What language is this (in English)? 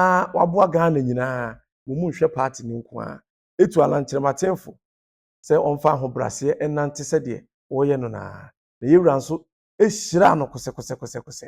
Akan